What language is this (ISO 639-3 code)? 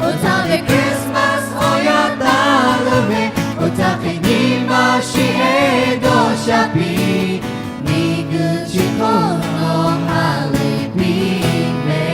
lhu